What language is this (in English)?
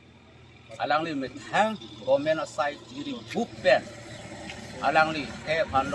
Karbi